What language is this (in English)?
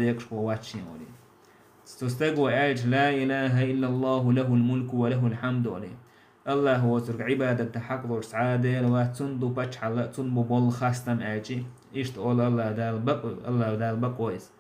Chechen